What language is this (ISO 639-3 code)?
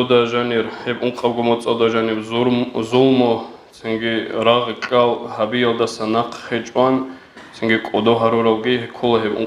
ava